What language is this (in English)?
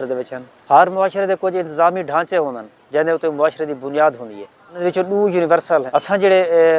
Saraiki